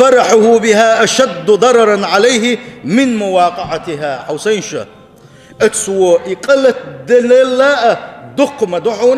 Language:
Chechen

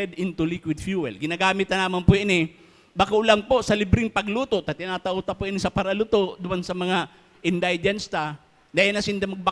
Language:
Bikol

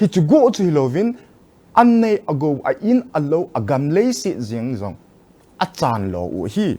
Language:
Thado Chin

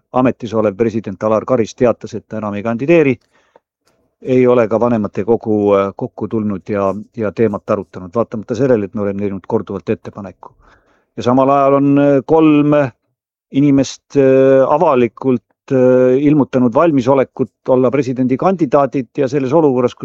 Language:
Estonian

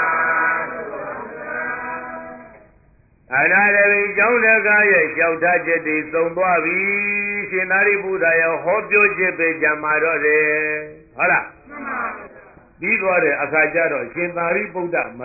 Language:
Burmese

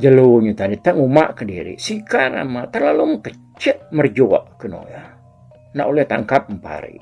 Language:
Iban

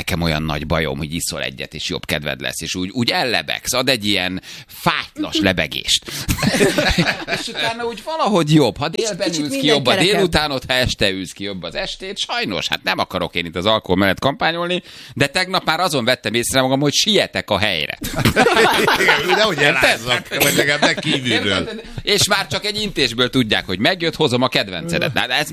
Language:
Hungarian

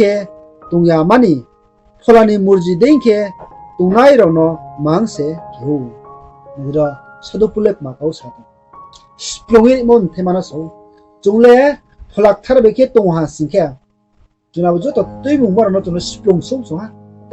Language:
Riang (India)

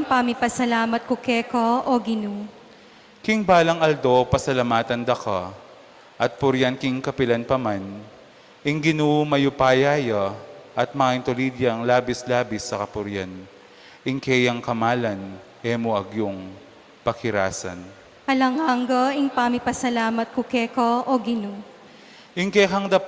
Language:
Pampanga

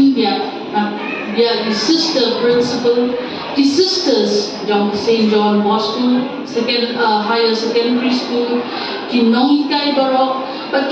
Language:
Khasi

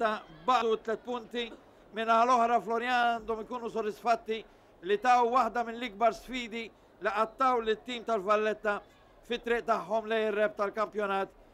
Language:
Maltese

